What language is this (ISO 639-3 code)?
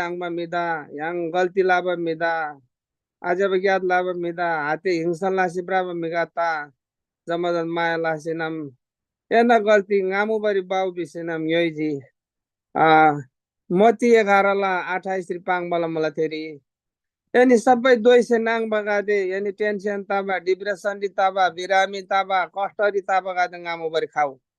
taj